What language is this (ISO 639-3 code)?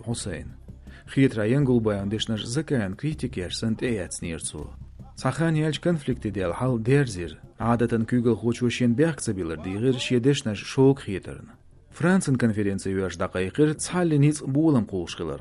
che